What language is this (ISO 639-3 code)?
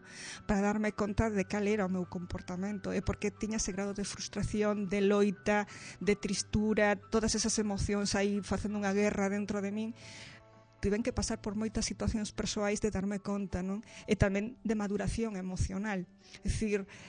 glg